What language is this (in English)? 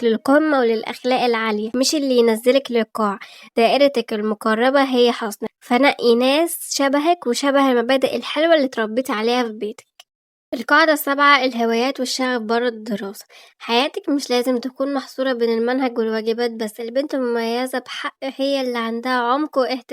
Egyptian Arabic